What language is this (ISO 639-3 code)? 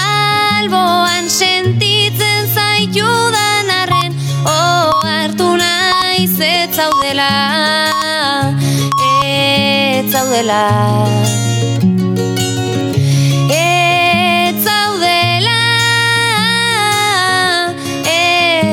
eus